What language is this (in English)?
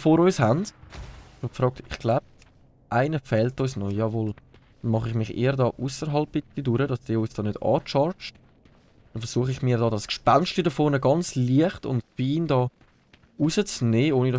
Swiss German